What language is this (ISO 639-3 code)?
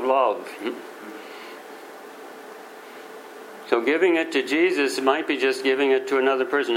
eng